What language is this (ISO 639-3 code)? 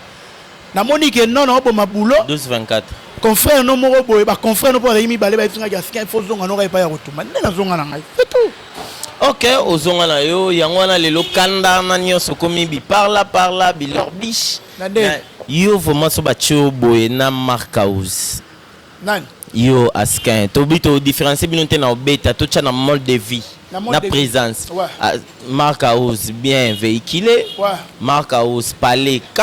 lin